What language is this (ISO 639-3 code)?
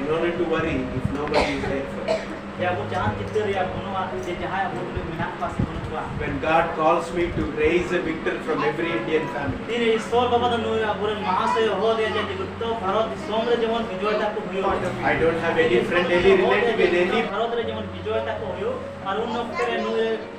sat